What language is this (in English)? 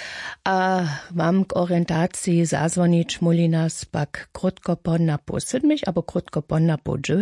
Upper Sorbian